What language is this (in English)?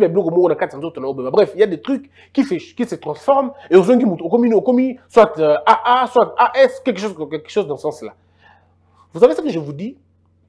French